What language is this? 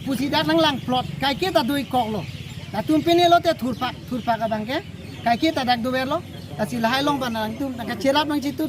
Karbi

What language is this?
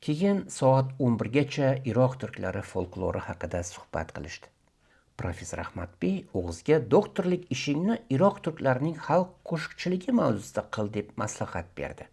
Uzbek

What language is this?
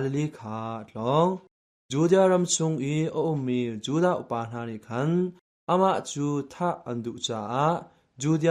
Hakha Chin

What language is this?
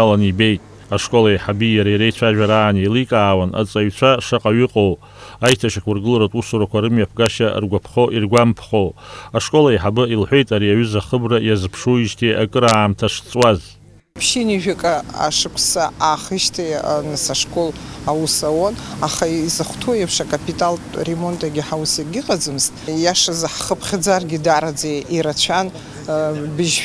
Abkhazian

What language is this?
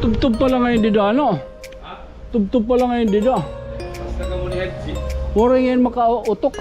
Waray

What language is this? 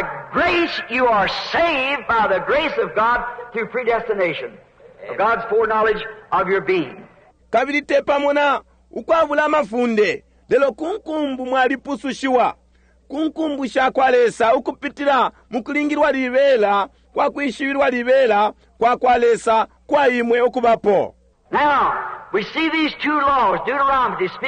Bemba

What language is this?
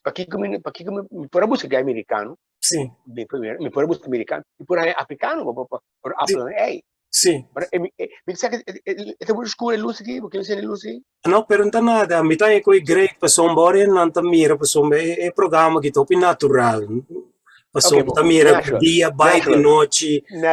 Papiamento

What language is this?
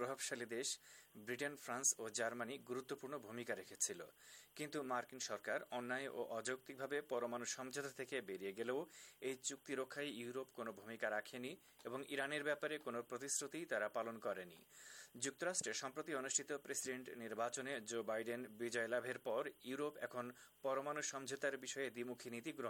Bangla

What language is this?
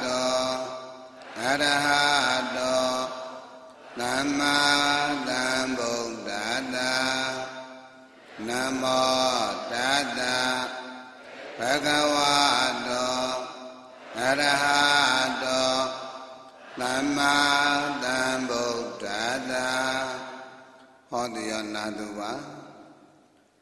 Burmese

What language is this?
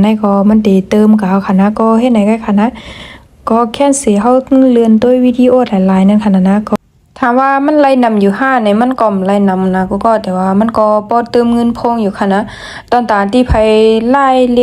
Shan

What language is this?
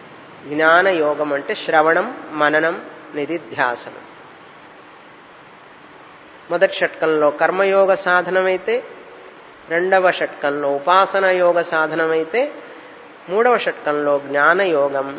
Telugu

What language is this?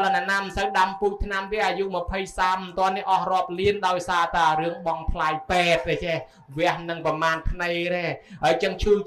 Khmer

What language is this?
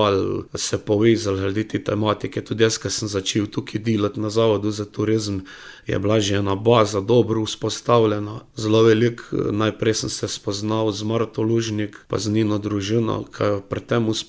Slovenian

